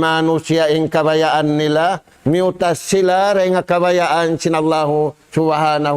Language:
Tausug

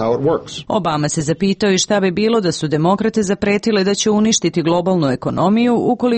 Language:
Serbian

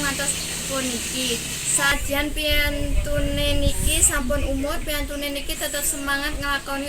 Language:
Javanese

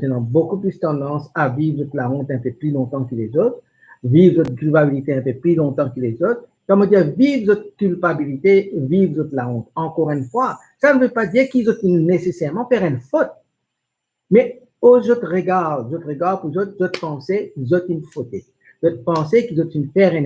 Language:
Morisyen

